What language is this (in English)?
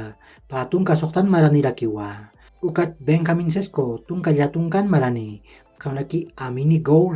Aymara